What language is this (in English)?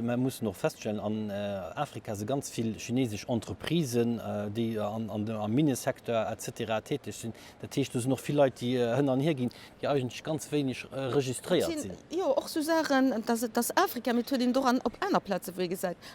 Luxembourgish